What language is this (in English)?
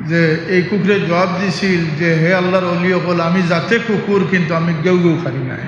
Sylheti